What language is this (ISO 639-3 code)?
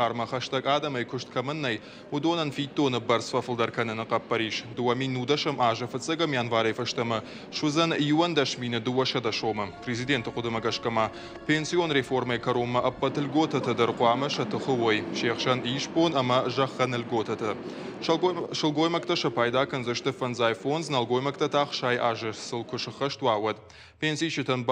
oss